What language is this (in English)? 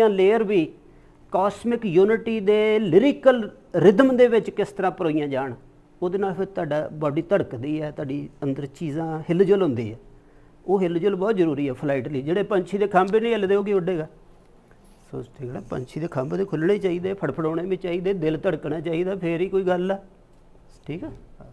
Punjabi